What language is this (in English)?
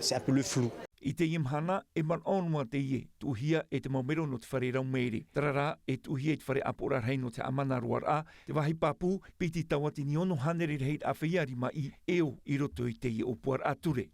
Tahitian